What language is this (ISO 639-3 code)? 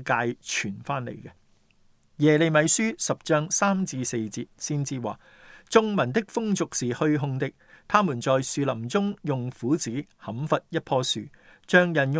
yue